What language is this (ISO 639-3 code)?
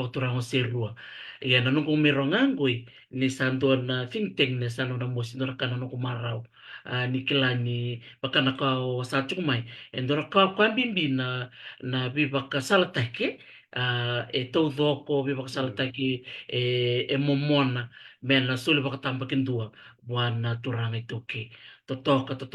fij